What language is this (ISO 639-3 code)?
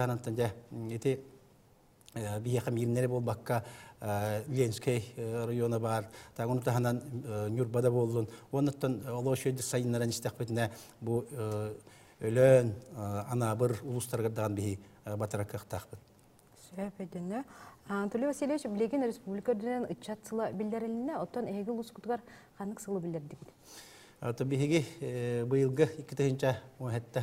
sah